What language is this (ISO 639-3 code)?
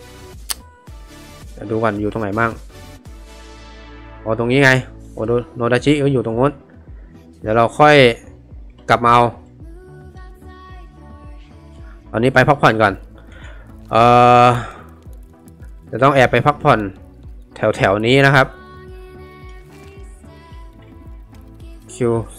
tha